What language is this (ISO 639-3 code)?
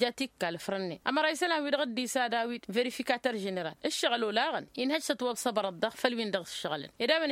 taq